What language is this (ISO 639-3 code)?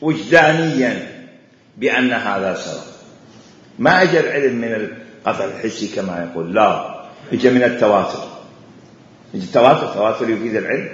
acm